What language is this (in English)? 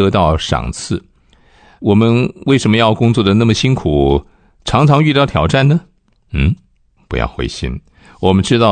Chinese